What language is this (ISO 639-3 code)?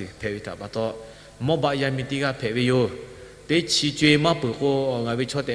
lhu